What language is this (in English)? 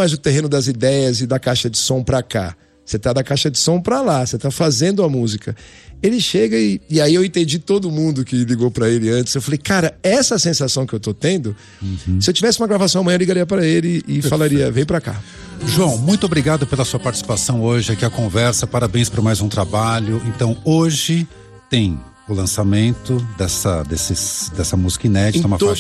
Portuguese